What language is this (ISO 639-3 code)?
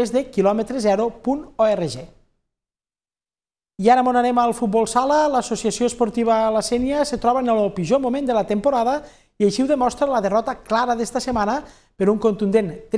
cat